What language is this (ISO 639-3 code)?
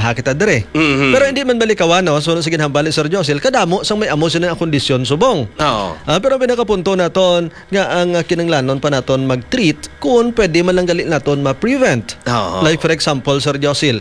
hil